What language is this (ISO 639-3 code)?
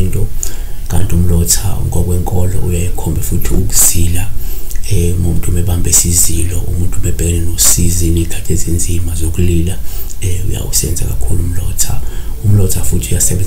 zul